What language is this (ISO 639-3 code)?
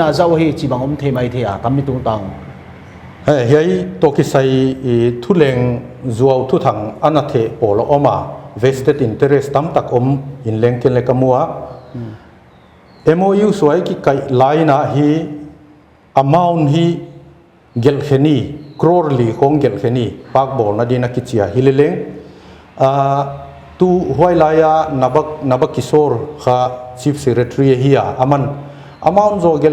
pck